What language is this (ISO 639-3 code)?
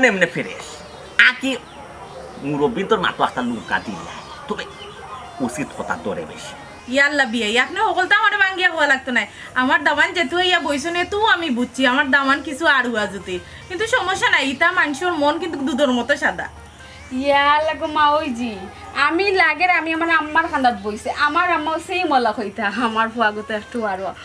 syl